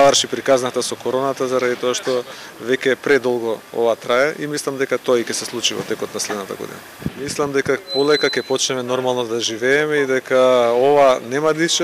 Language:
Macedonian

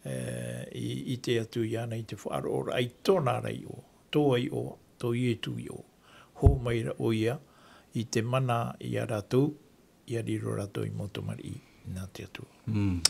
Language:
Tahitian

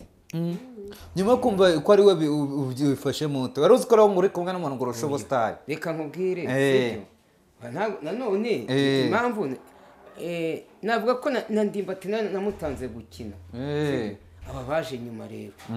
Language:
Kinyarwanda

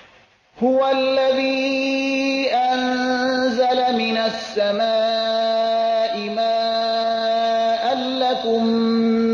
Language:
Persian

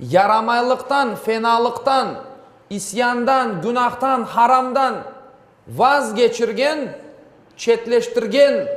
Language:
Crimean Tatar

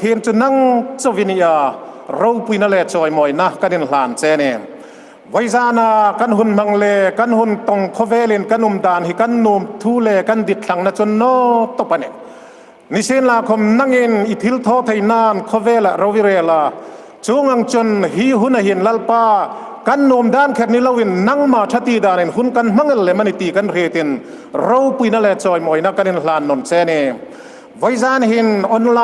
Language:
Hmar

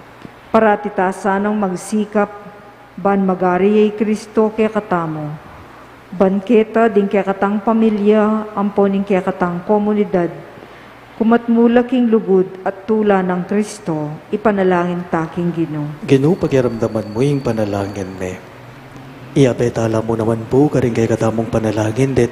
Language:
Pampanga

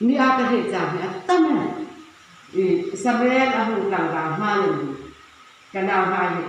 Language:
Hmar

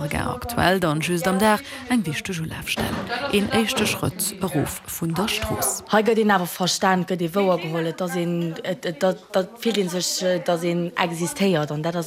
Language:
Luxembourgish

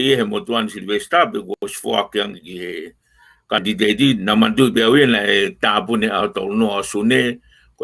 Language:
Tongan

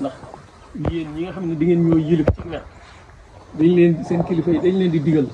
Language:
Wolof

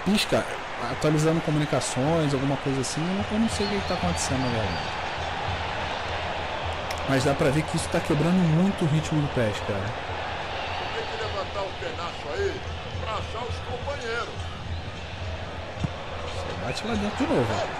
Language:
Portuguese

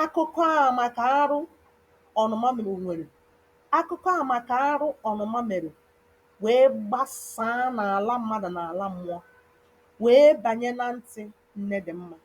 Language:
Igbo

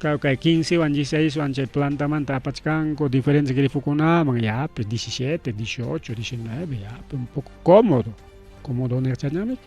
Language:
Ayacucho Quechua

